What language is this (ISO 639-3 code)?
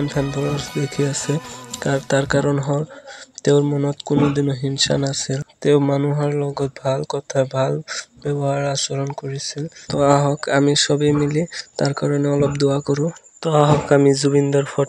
asm